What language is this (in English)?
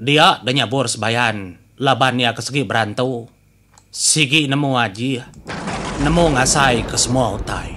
Iban